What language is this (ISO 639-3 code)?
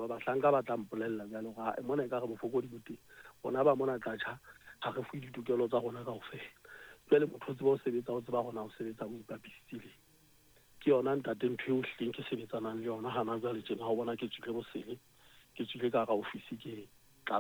sot